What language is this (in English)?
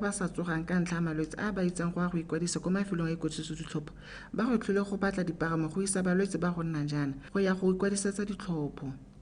Tswana